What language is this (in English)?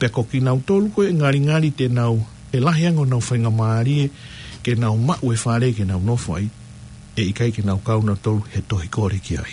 Tongan